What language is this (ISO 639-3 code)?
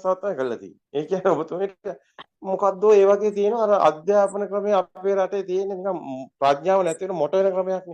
sin